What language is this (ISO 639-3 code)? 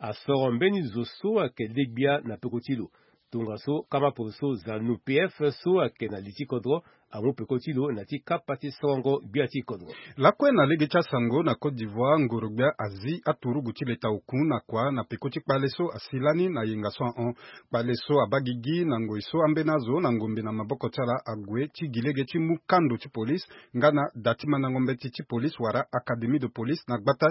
sag